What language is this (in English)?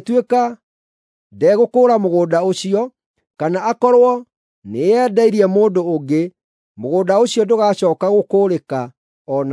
Kikuyu